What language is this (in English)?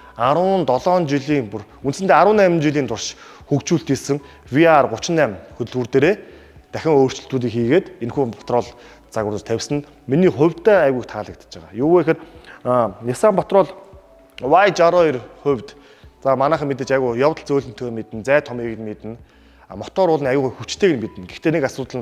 Mongolian